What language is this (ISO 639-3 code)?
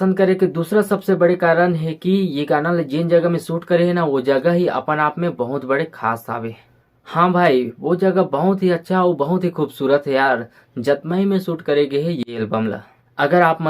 hne